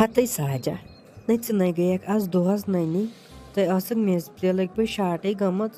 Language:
Kashmiri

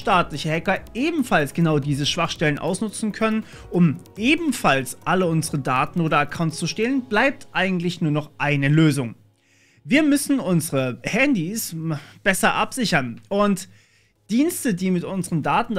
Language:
German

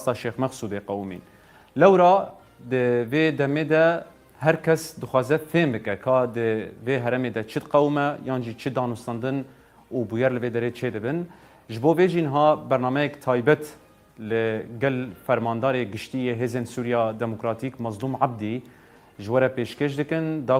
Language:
Kurdish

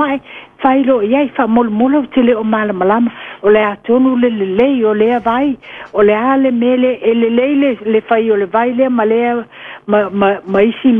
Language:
Samoan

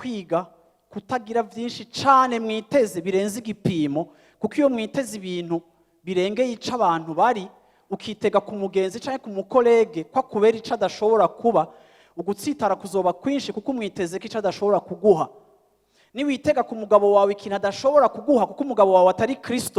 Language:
Rundi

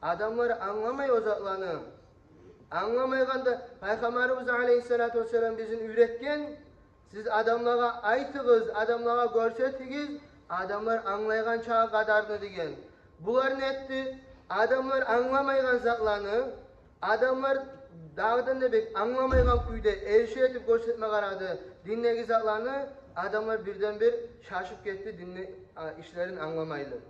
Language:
Kumyk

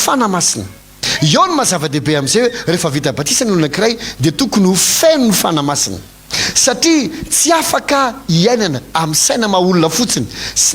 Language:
Malagasy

